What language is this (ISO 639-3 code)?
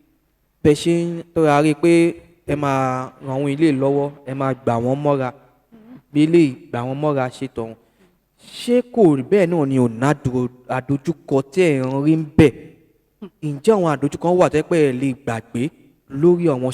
yor